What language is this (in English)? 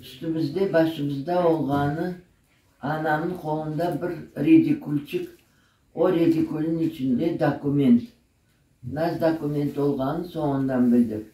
Crimean Tatar